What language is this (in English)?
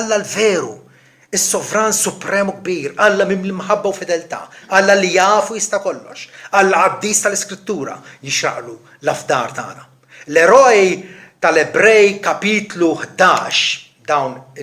Maltese